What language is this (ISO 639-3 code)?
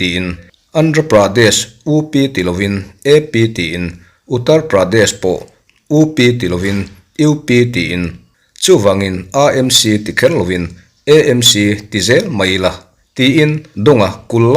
lus